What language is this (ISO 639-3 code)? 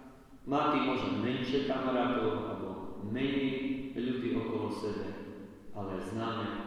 slk